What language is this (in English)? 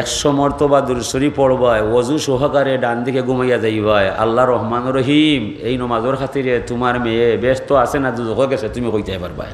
Sylheti